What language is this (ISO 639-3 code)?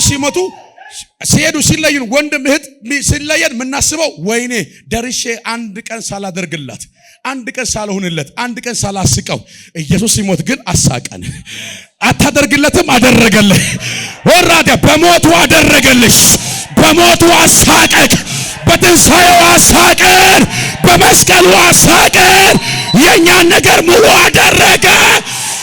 amh